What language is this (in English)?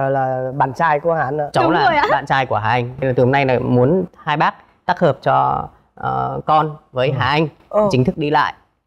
Vietnamese